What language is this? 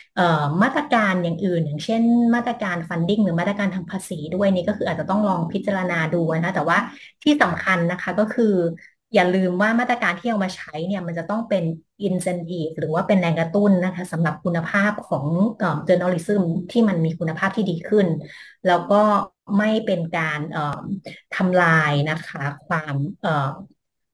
Thai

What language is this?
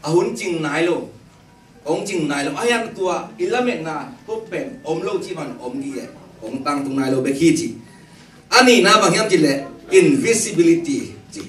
Tedim Chin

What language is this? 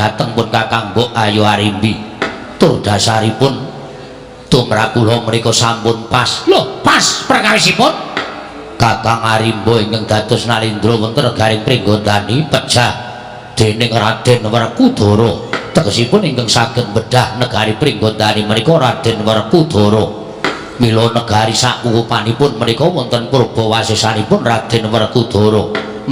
Javanese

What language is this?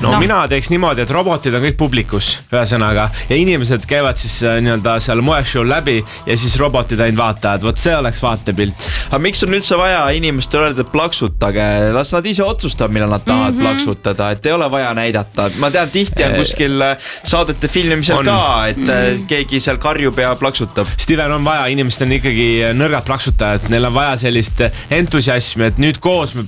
Estonian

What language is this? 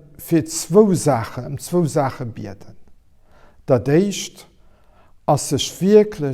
Luxembourgish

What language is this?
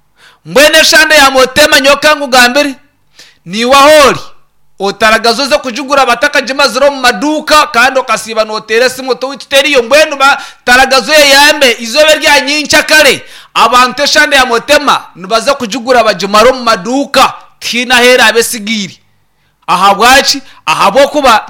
Nyankole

